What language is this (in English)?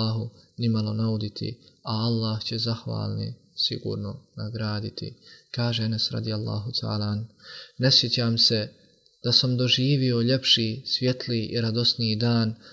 Bosnian